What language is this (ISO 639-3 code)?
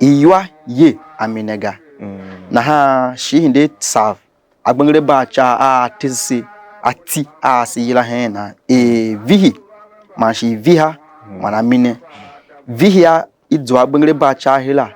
tiv